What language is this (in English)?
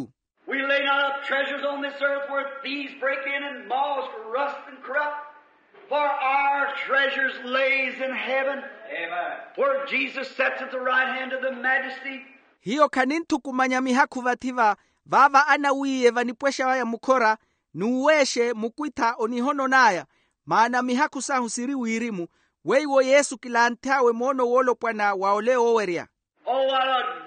Makhuwa